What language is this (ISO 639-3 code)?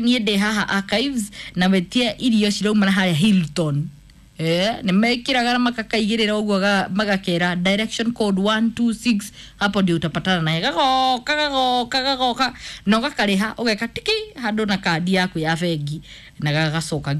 kik